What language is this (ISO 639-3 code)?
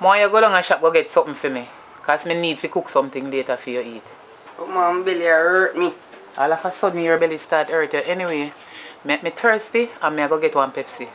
jam